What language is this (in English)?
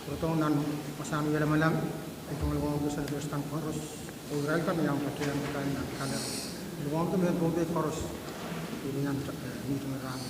Pohnpeian